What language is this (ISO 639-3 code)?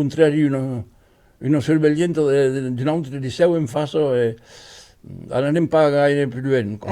oci